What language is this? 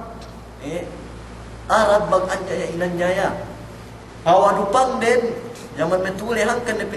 Yakan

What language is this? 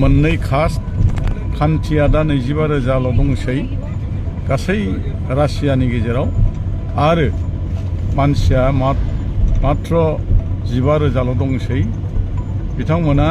Bodo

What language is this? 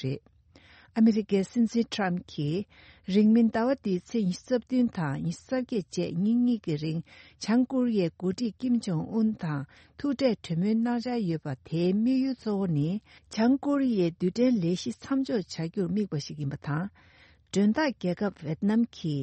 Tibetan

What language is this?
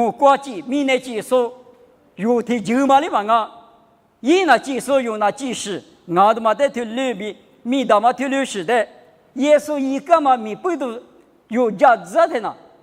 Lisu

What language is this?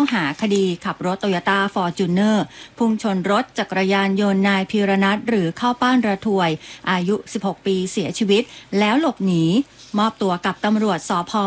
Thai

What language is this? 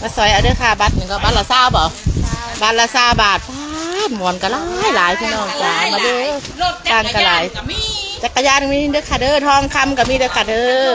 Northeastern Thai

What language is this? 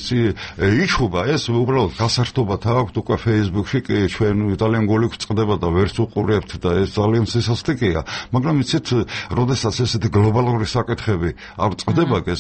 Georgian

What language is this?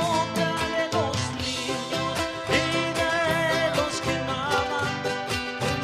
South Bolivian Quechua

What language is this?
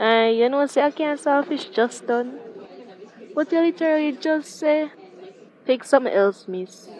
Jamaican Creole English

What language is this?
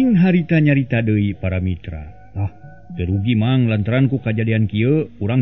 Sundanese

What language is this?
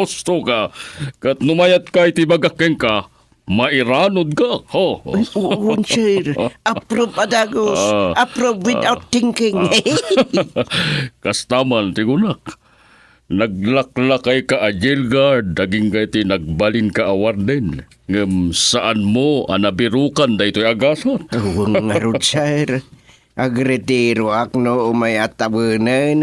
Iloko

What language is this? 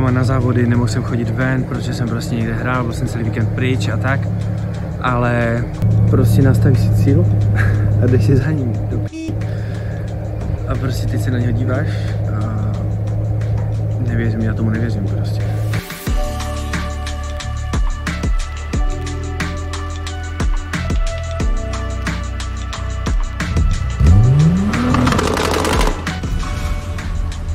Czech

